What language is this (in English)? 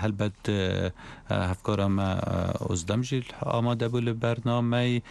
Kurdish